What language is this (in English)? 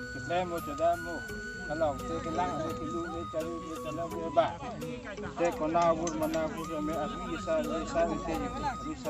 Karbi